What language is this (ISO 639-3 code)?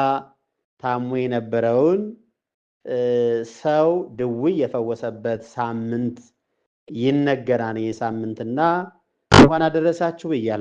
amh